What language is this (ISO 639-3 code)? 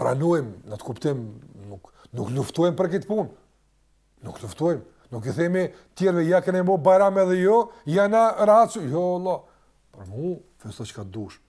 sqi